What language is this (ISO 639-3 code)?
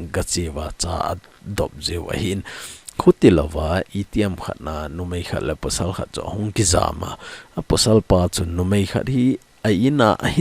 tcz